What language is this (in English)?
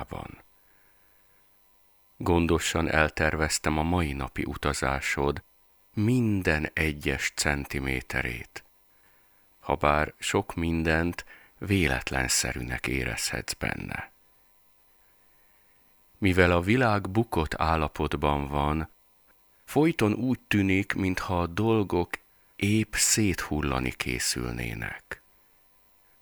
Hungarian